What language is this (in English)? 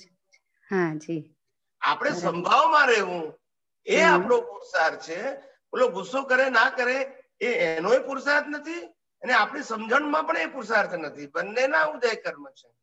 Gujarati